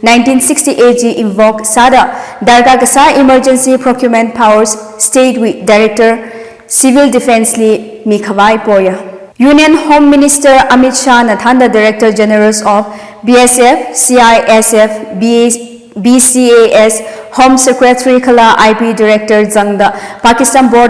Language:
Tangkhul Naga (India)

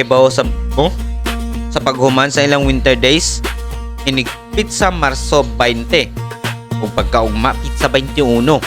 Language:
Cebuano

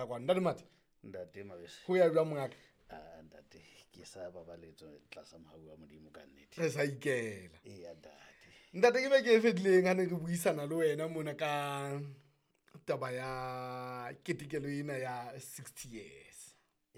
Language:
Southern Sotho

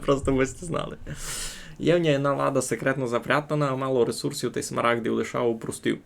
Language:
Rusyn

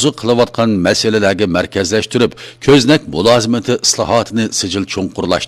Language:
Uyghur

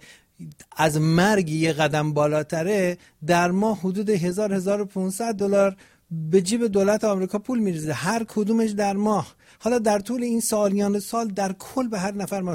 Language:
Persian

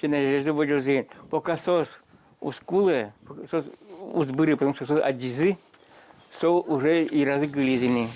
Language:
Udmurt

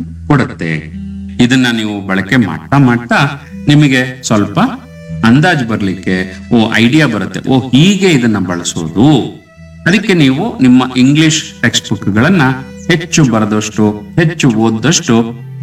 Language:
Kannada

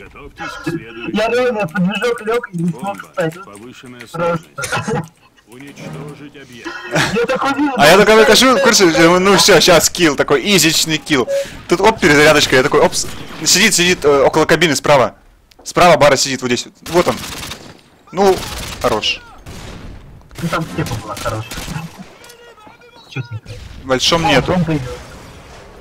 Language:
Russian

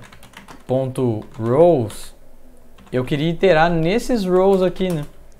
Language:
Portuguese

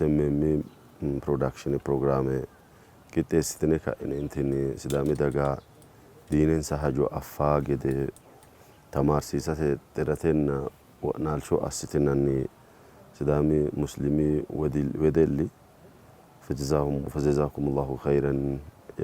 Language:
Sidamo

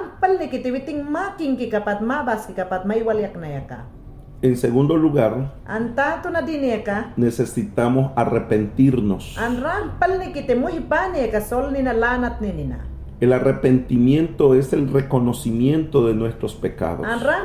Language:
Mayangna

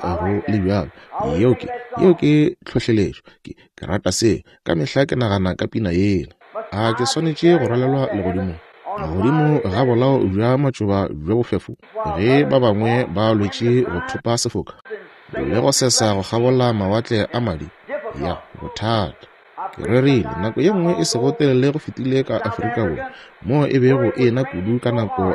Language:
Northern Sotho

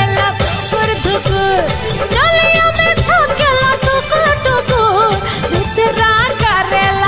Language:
Bhojpuri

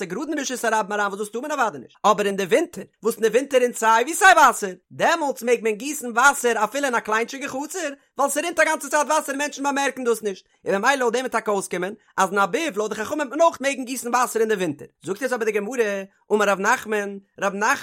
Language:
Yiddish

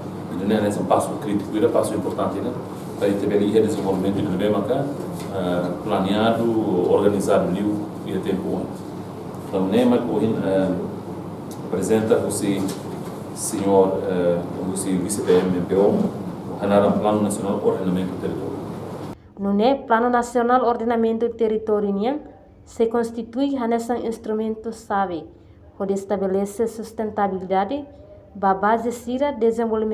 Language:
Tetum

